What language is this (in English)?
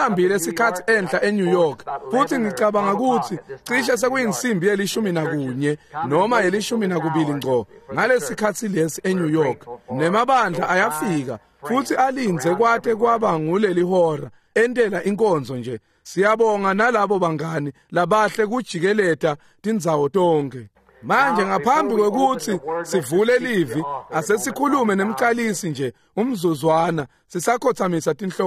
Swati